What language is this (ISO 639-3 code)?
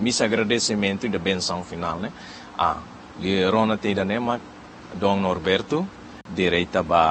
tet